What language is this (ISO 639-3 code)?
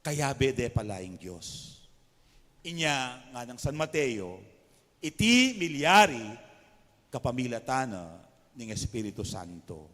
pam